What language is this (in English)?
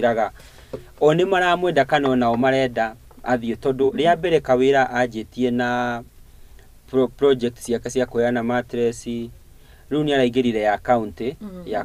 Kikuyu